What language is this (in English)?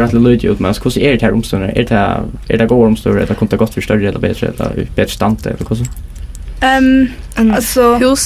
Faroese